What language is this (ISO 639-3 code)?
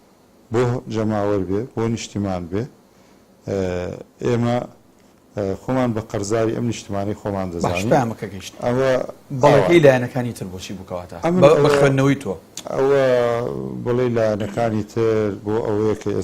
ckb